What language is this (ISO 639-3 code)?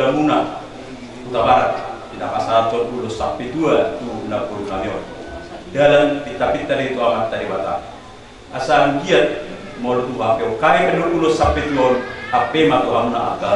bbc